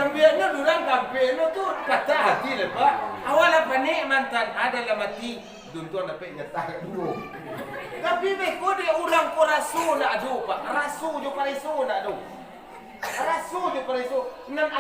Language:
Minangkabau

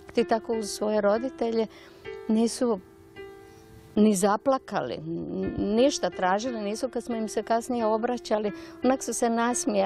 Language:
Croatian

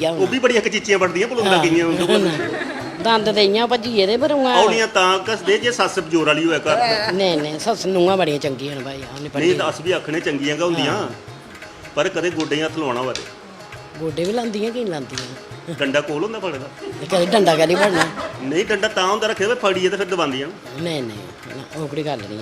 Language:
Dogri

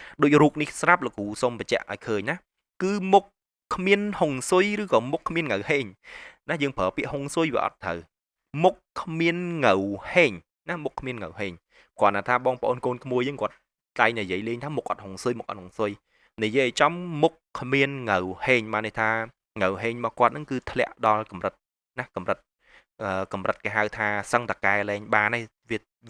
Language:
Khmer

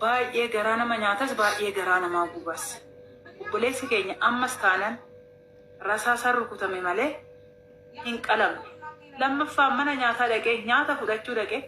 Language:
Oromo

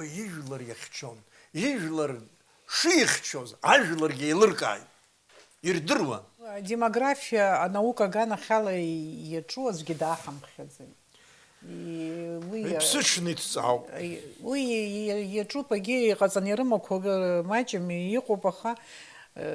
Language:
Abkhazian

